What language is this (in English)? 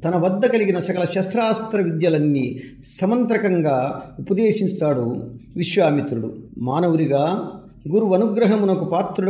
Telugu